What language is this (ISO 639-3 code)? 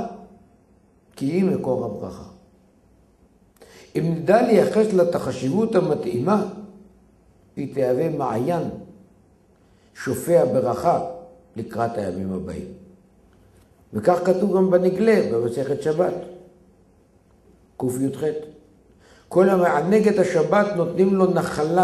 heb